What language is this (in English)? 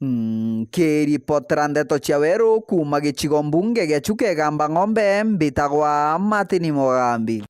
Meru